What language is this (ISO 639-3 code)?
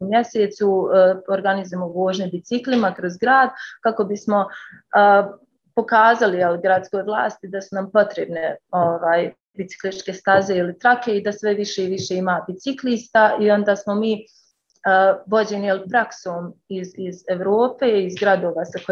bos